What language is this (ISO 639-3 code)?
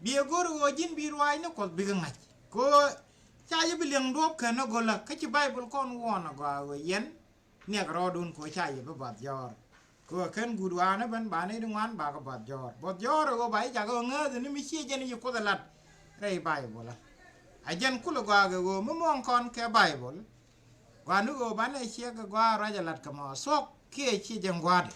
nus